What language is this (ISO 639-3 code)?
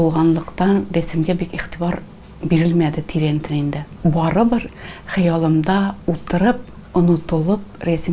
tat